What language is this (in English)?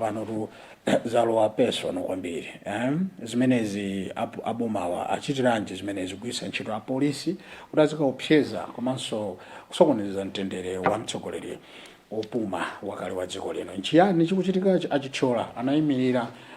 Nyanja